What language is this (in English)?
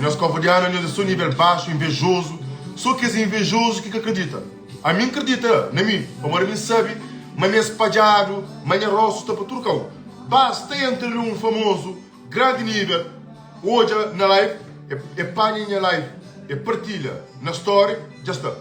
Kabuverdianu